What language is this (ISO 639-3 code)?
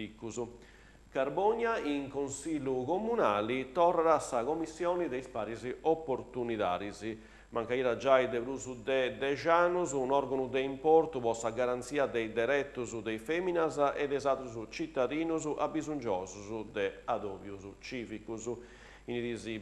srd